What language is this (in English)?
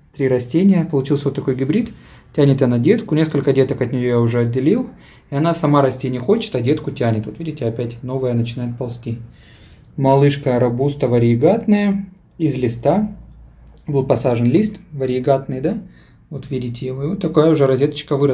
Russian